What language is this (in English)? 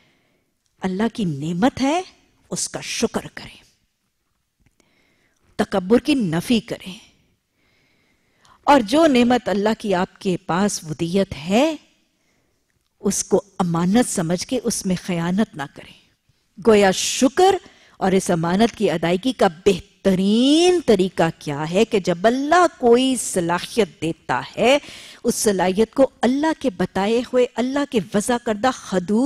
Urdu